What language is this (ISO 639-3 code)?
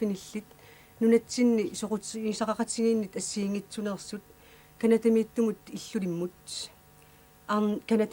kal